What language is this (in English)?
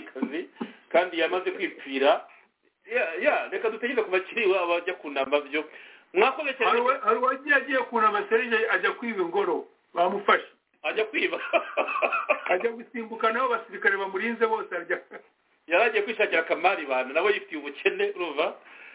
Kinyarwanda